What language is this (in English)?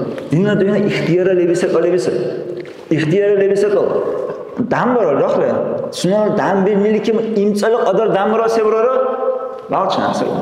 Dargwa